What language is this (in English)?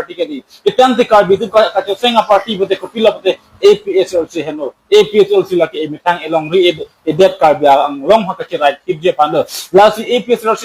Karbi